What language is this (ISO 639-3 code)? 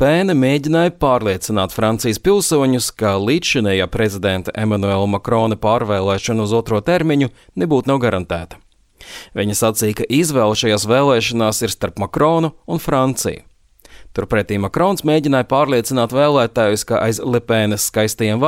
lav